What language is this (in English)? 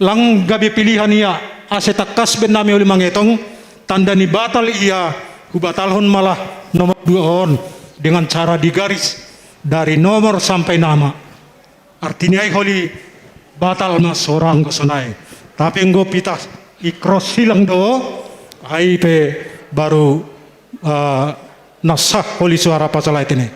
Batak Simalungun